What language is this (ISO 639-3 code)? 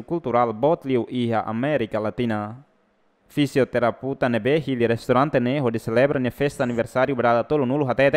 tet